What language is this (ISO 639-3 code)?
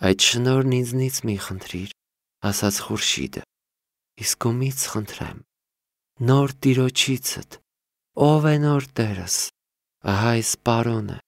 hye